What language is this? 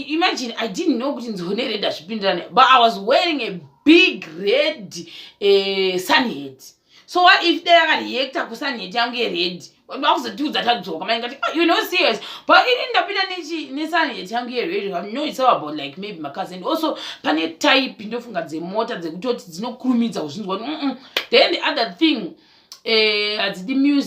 Shona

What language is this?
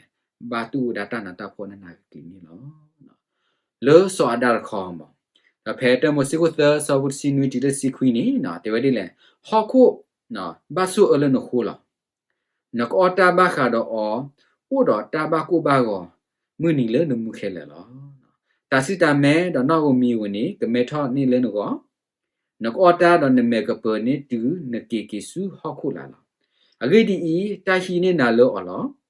S'gaw Karen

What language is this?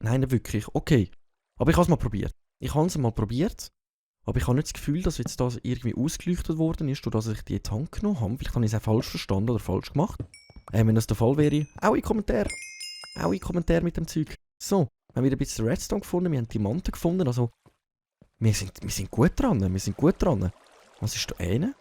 Swiss German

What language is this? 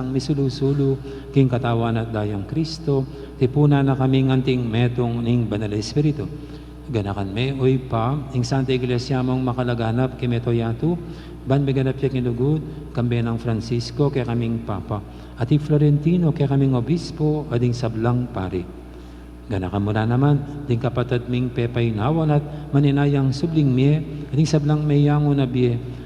Pampanga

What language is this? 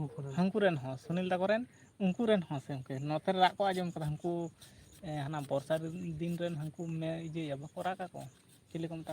Santali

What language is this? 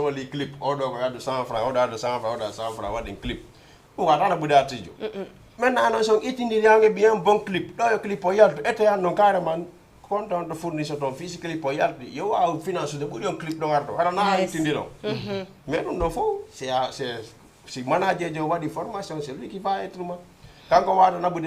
Fula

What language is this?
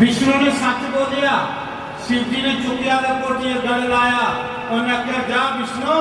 Dogri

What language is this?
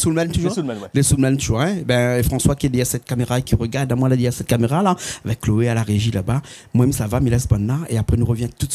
Réunion Creole French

